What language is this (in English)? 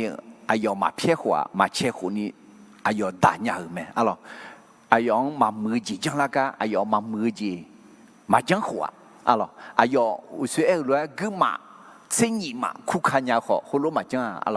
Akha